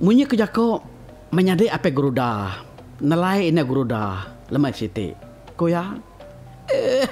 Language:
Iban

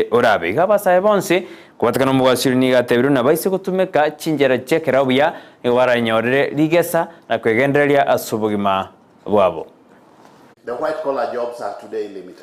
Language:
Gusii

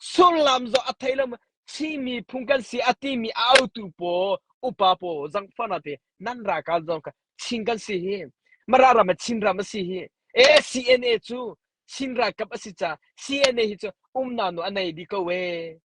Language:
Hakha Chin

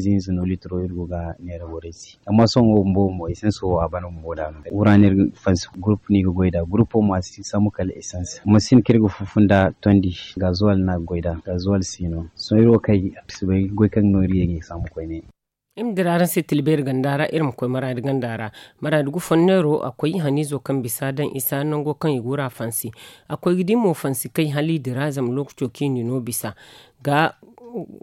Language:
Zarma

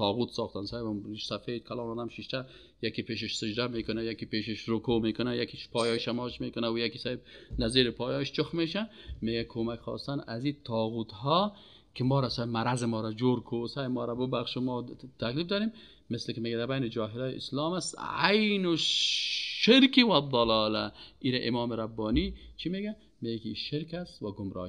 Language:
Persian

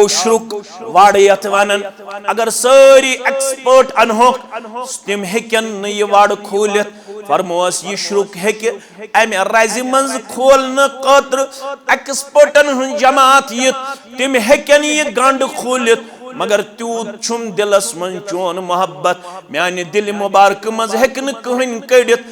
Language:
Kashmiri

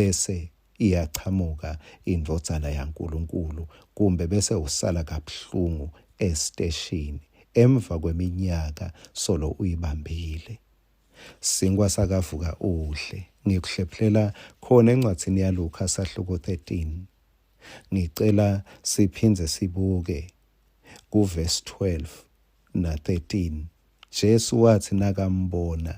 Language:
Swati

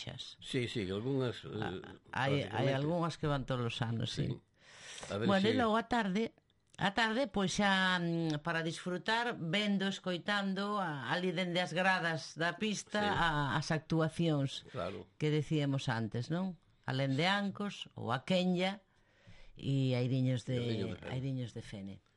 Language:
Galician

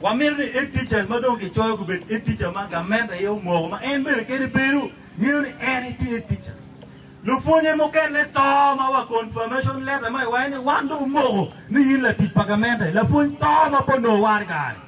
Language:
Acoli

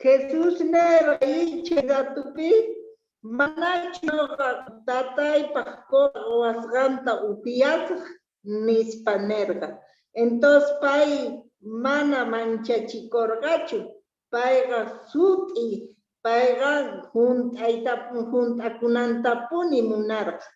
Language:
Quechua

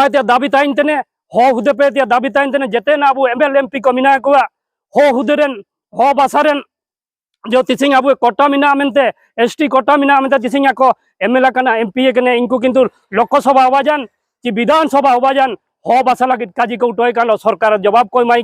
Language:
Santali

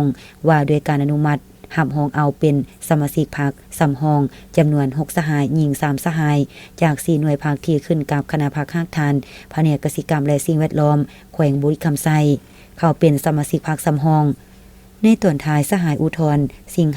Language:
Lao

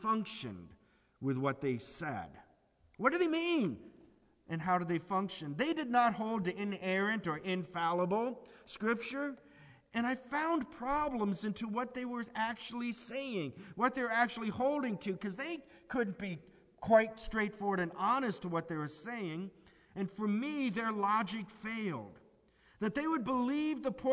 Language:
English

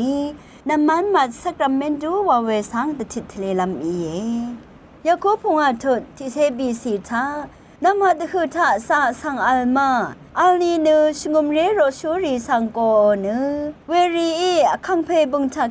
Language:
Rawang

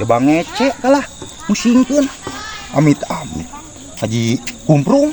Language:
Sundanese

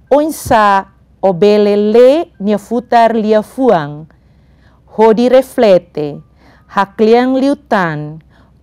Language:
Tetum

